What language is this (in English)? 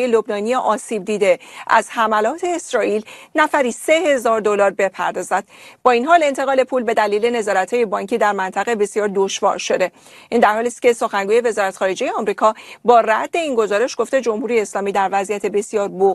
Persian